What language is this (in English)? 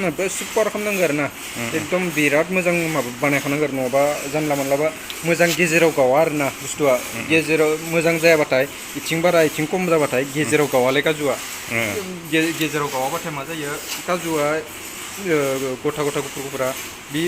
Bodo